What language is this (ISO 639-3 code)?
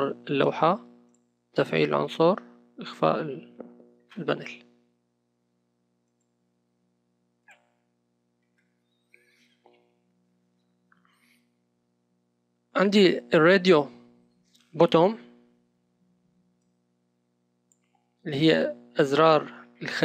ara